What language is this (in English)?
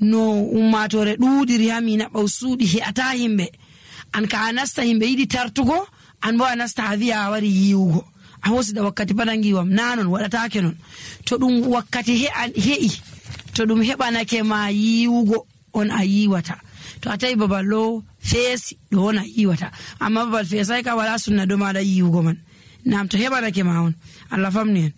Nigerian Fulfulde